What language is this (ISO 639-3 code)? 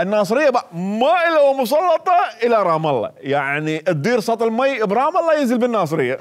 acm